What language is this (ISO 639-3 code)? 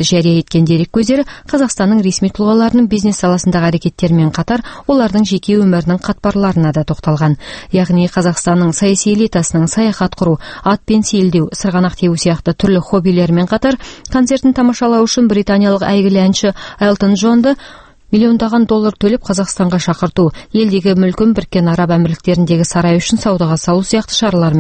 kaz